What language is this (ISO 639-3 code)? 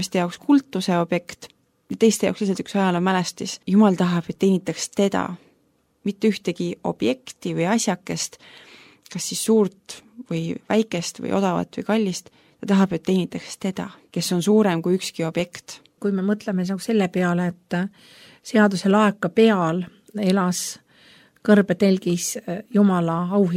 est